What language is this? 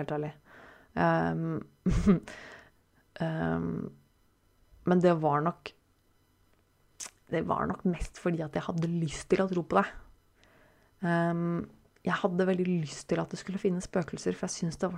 Norwegian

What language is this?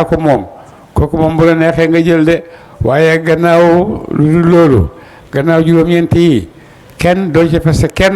Wolof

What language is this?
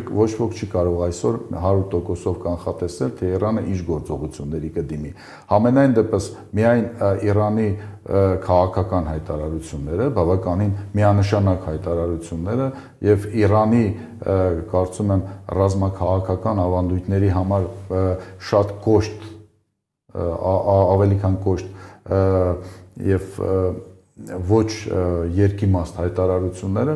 Armenian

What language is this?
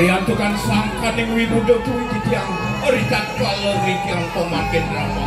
Balinese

